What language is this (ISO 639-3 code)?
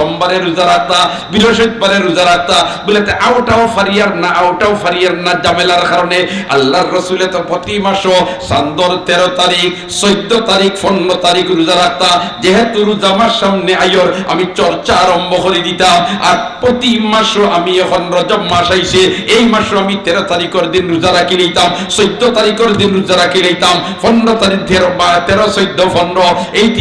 syl